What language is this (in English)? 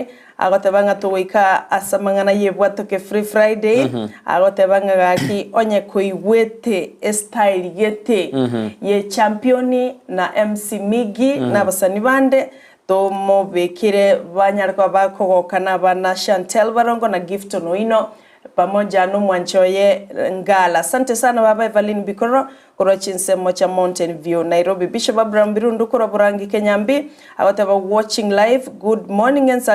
Gusii